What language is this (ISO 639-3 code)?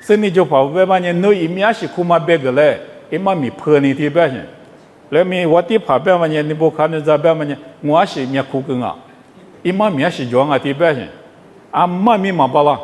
lis